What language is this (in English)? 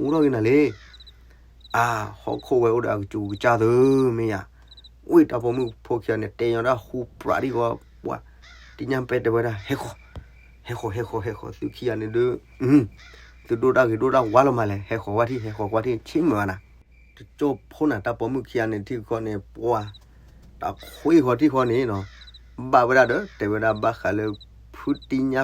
S'gaw Karen